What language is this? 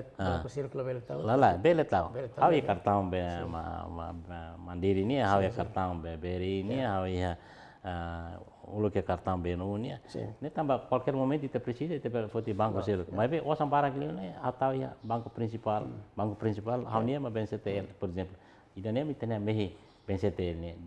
Tetum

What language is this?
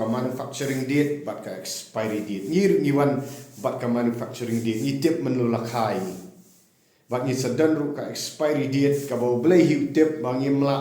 Khasi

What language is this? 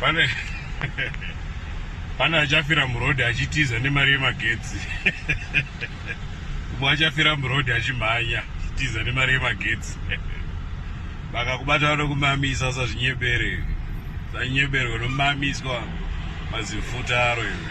Shona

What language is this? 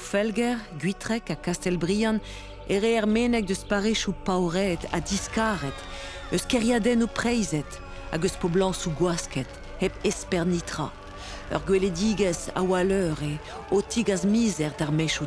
Breton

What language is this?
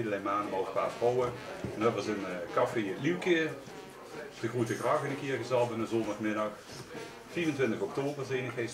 Limburgish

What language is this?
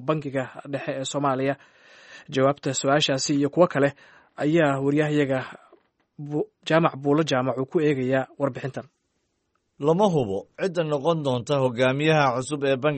Somali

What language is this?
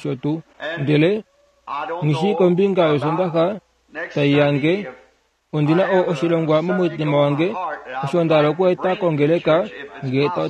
Kuanyama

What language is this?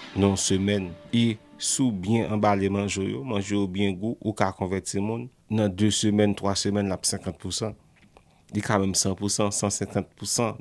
Haitian Creole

